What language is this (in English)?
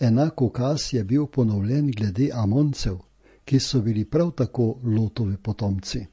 Slovenian